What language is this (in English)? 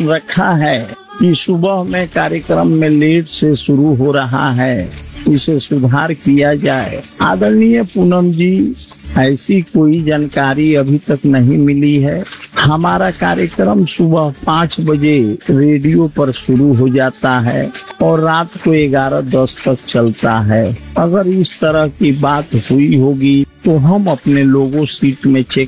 Hindi